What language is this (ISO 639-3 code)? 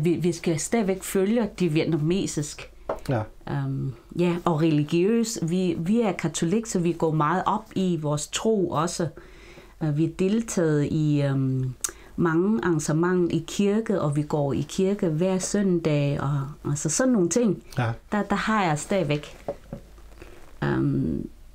dan